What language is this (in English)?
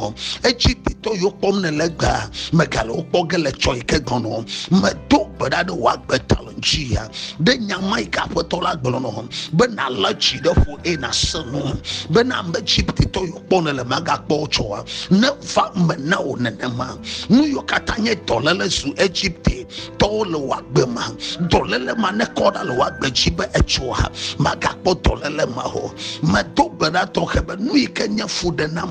Ewe